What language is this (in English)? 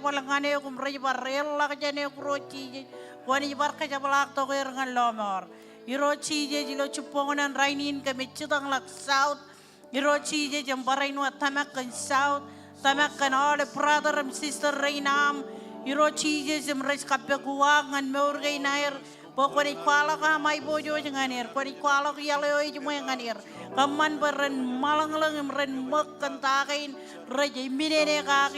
Marshallese